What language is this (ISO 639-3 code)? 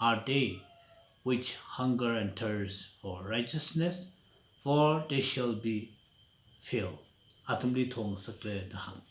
nmf